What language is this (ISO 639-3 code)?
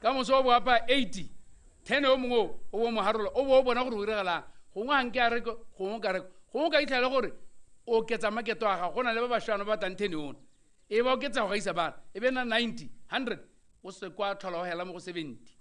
tsn